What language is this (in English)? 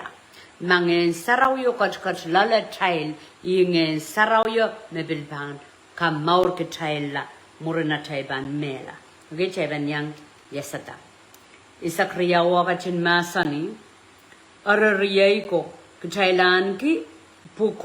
Pohnpeian